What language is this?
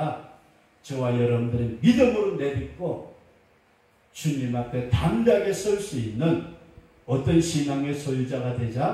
Korean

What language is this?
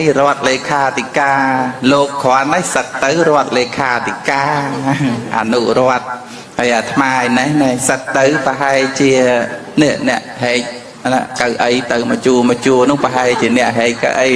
Khmer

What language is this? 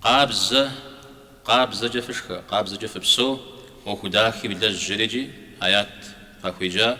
Kabardian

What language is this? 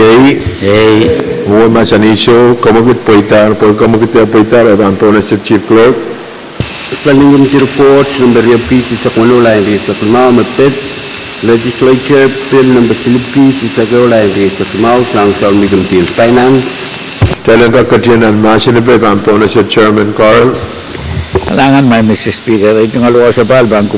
Pohnpeian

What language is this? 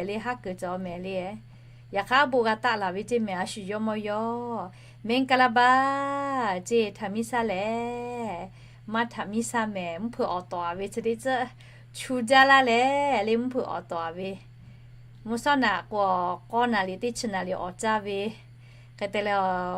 Lahu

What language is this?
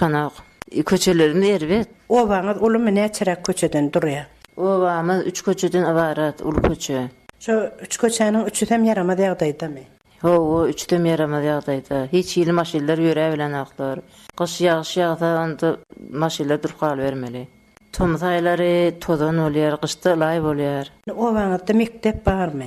Turkmen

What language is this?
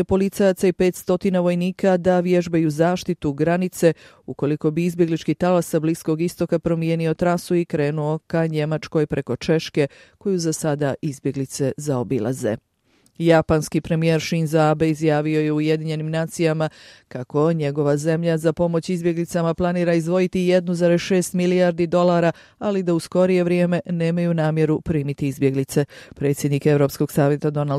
Serbian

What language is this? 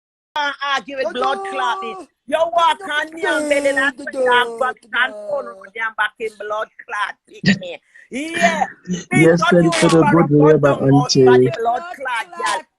Jamaican Creole English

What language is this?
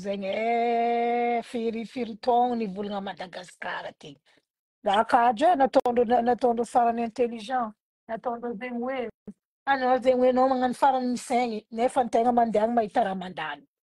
Malagasy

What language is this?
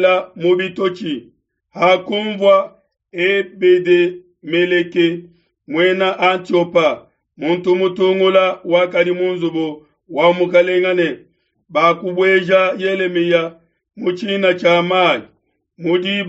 Luba-Lulua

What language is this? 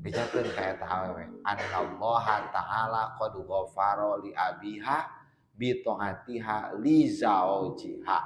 Sundanese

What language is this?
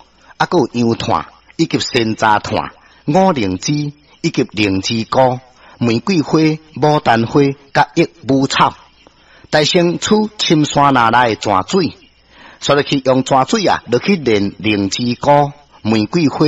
Min Nan Chinese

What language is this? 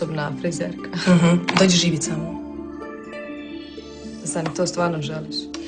Croatian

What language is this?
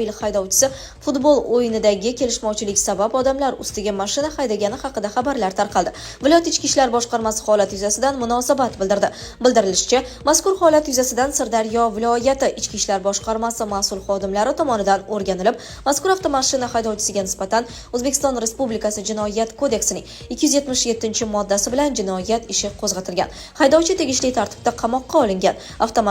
Uzbek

